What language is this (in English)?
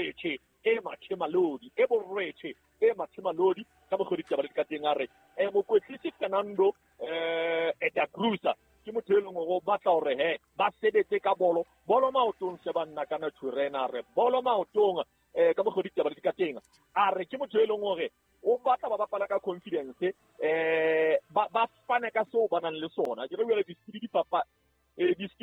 Southern Sotho